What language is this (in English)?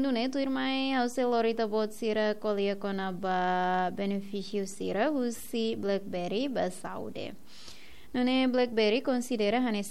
Tetum